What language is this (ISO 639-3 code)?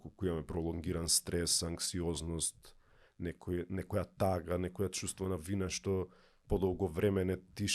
mkd